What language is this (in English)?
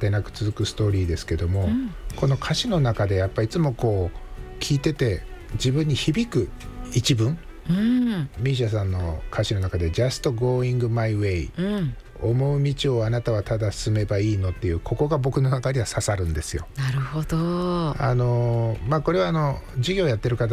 Japanese